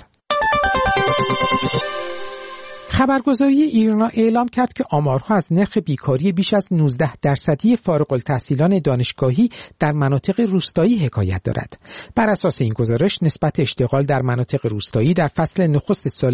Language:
Persian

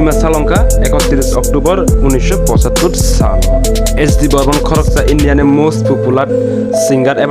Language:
Kok Borok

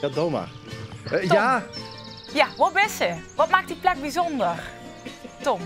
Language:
Limburgish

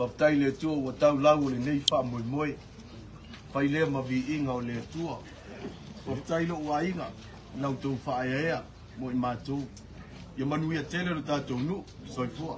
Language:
Samoan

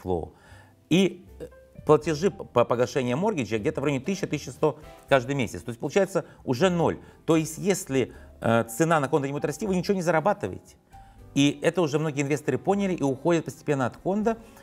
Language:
Russian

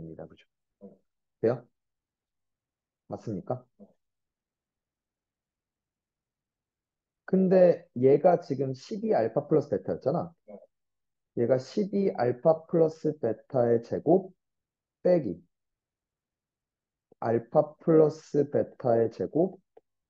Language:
Korean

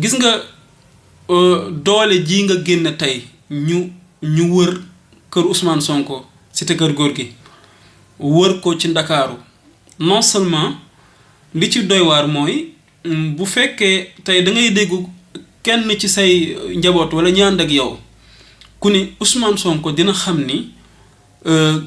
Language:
Wolof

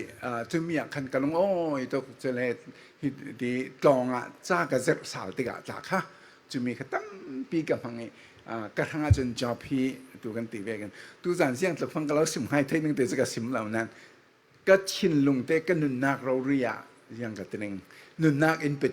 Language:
Falam Chin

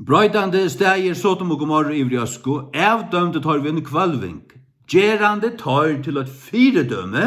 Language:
Faroese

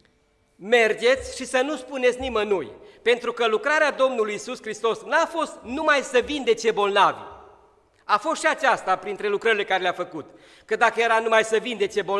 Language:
Romanian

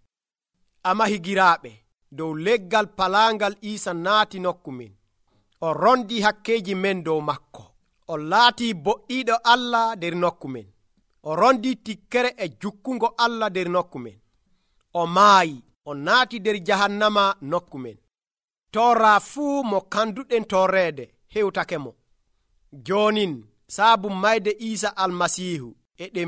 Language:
Nigerian Fulfulde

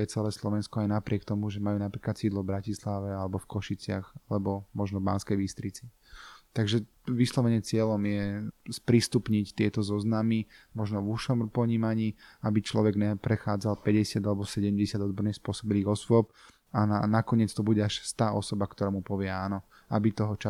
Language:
Slovak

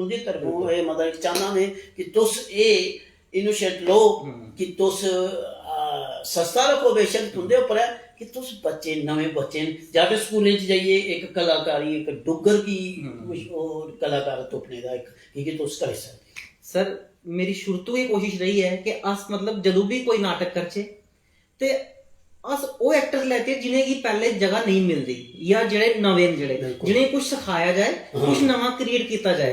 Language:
Dogri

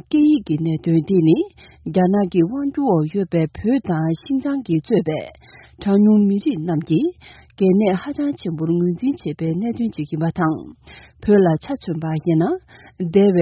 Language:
Tibetan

